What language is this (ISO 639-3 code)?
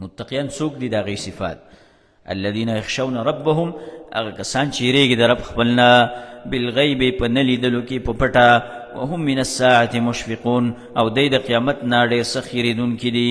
pus